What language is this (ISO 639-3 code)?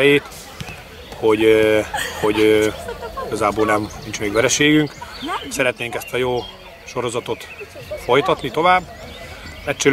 hun